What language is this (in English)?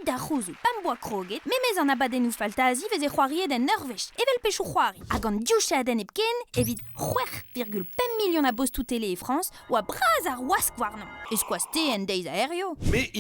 Breton